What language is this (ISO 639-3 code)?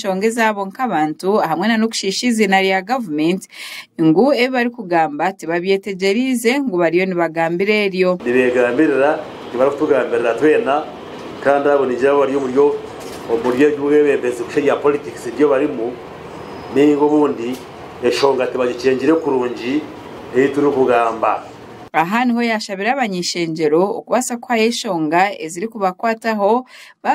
nyn